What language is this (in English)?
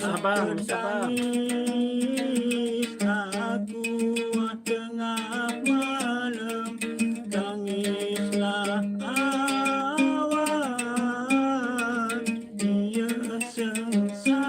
Sasak